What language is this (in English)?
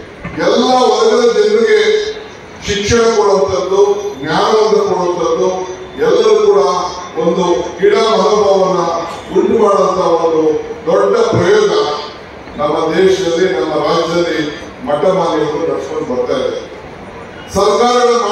Kannada